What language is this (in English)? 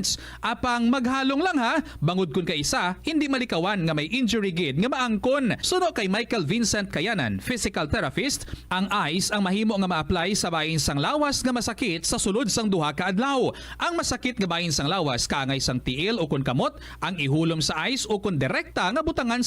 Hiligaynon